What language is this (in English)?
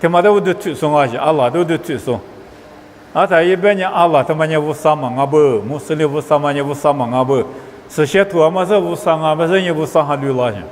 Lisu